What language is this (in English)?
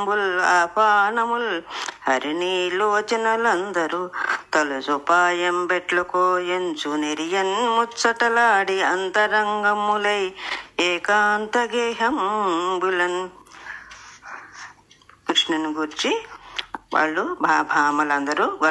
Telugu